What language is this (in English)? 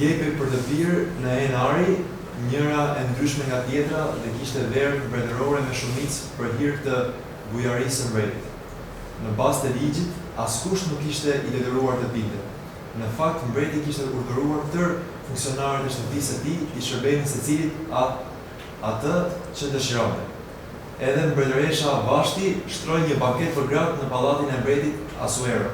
Albanian